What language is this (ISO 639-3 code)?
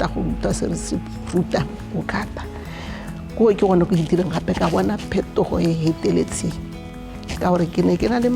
tsn